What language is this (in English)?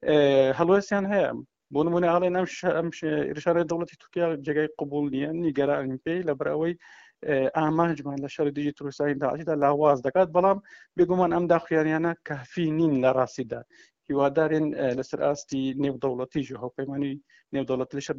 Central Kurdish